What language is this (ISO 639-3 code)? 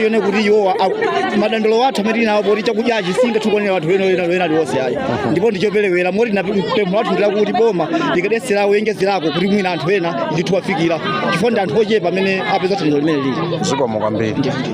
nya